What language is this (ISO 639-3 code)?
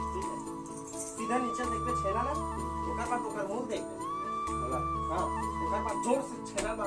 hne